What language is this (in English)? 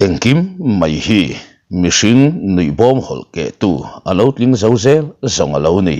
Mizo